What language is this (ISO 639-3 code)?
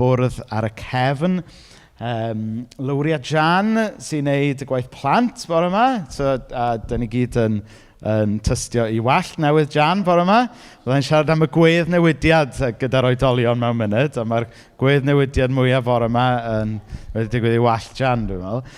cym